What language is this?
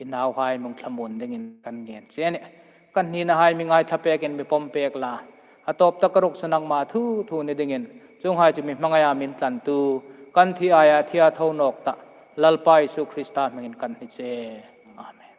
Hmar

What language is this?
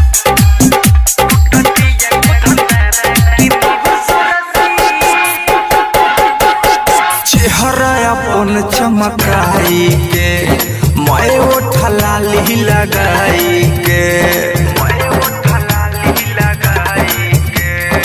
Bhojpuri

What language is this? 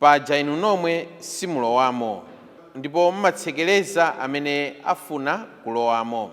Nyanja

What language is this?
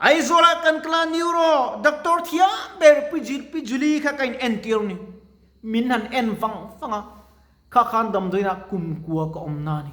Mizo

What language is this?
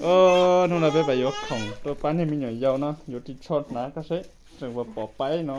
Hmong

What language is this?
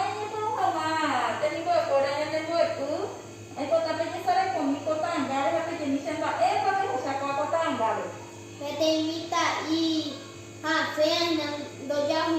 Guarani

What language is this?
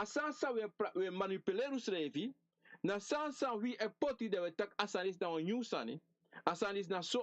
Sranan Tongo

